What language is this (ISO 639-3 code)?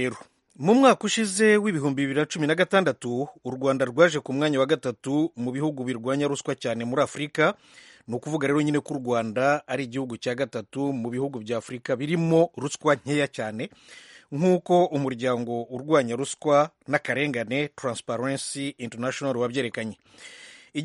kin